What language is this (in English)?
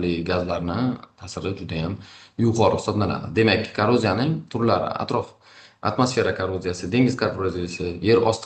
Uzbek